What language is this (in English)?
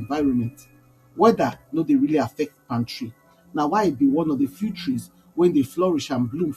Nigerian Pidgin